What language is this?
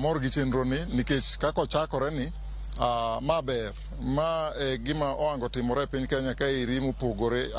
Luo (Kenya and Tanzania)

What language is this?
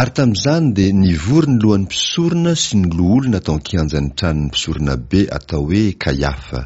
Malagasy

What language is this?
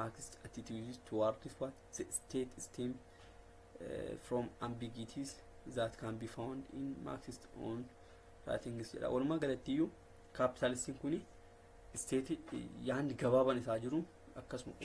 Oromo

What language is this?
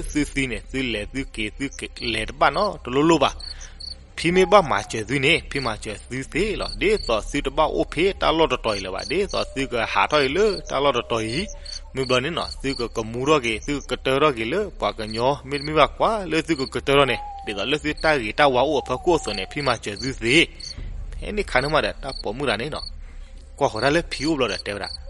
S'gaw Karen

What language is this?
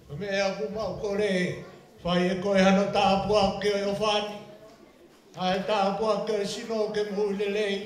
Tongan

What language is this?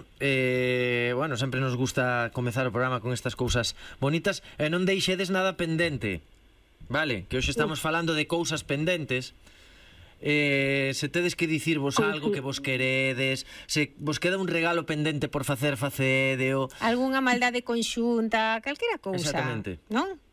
Galician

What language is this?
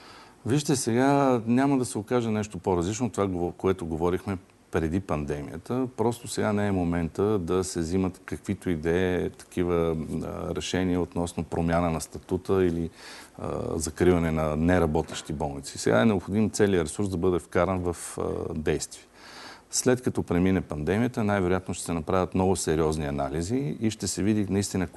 Bulgarian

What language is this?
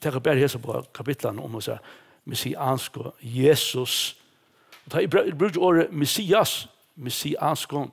Faroese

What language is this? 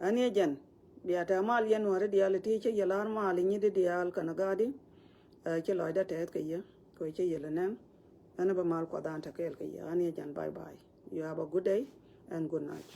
Nuer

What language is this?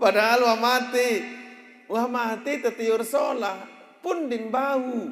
Sasak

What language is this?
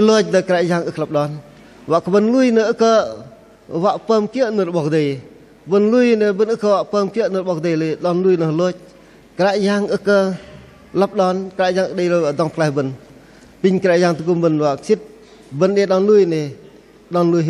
Bahnar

